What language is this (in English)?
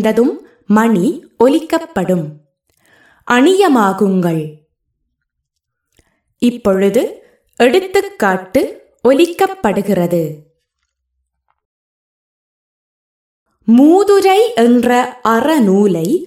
Tamil